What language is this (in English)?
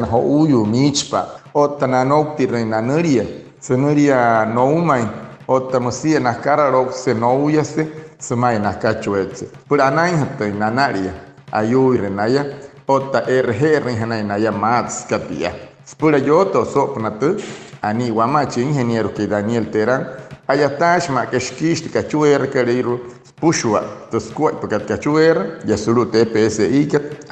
Wayuu